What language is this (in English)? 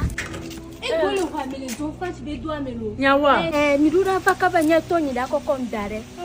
Ewe